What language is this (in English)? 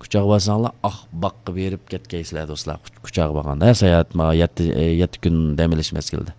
Uyghur